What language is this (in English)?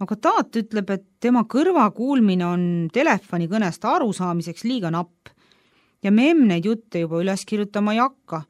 Estonian